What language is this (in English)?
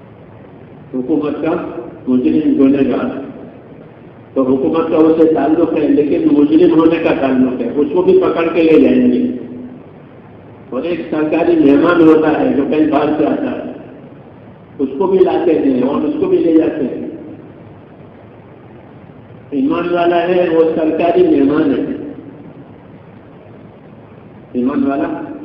Urdu